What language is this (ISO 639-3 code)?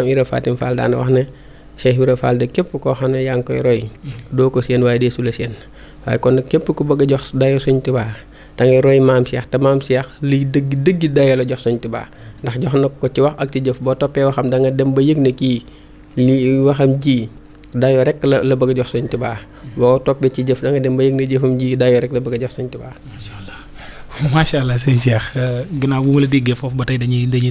wol